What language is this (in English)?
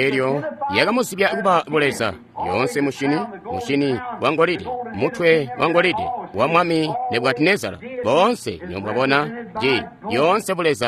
Tonga (Zambia)